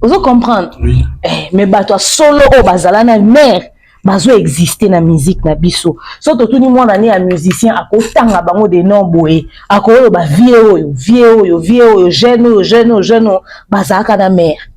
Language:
Lingala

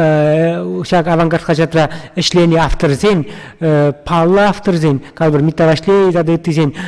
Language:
Chuvash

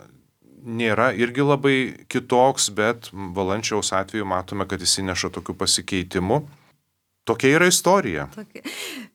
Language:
Lithuanian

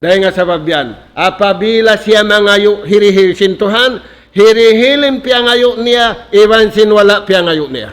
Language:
Tausug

